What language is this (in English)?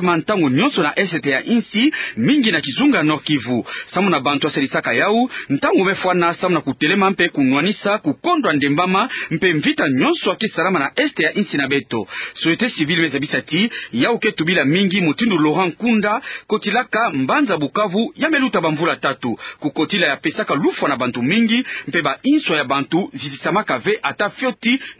Kituba (Democratic Republic of Congo)